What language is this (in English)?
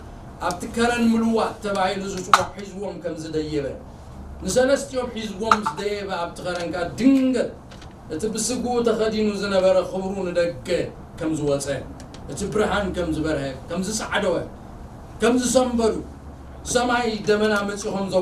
Tigrinya